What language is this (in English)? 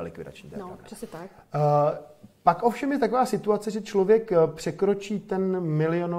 Czech